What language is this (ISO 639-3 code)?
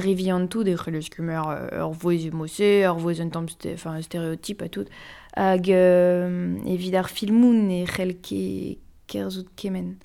bre